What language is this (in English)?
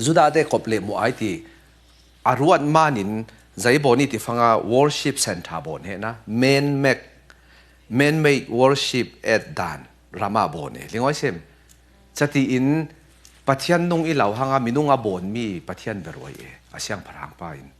Falam Chin